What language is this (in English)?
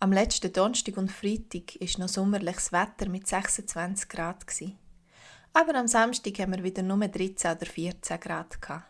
Swiss German